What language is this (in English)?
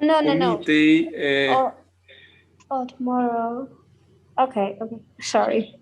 Kalenjin